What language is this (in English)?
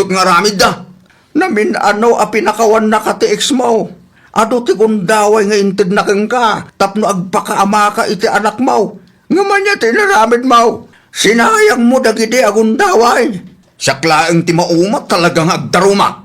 Iloko